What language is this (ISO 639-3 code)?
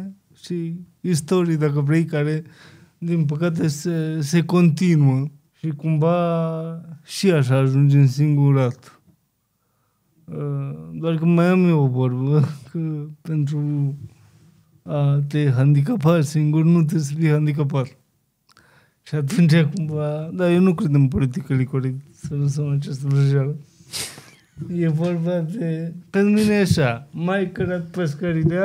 ron